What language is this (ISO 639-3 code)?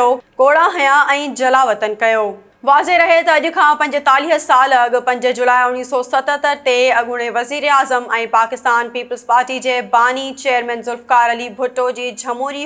snd